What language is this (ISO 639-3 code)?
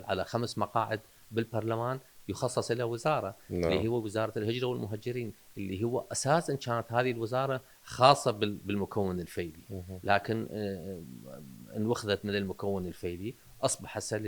acm